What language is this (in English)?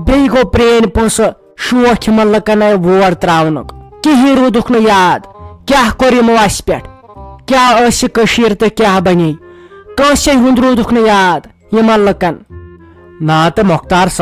Kashmiri